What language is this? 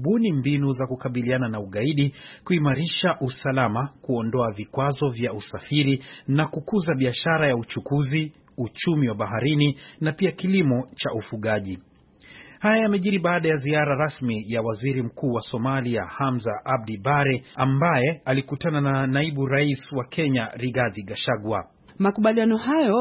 Swahili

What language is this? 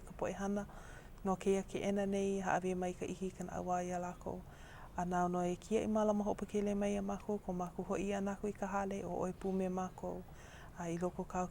Hawaiian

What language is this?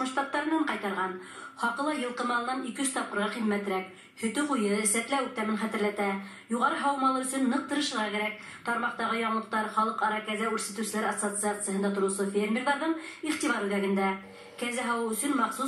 Bashkir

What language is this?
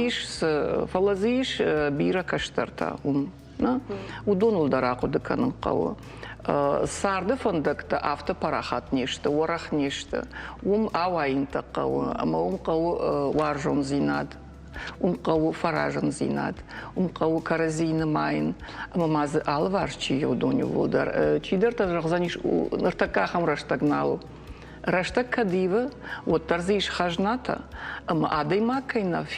Ossetic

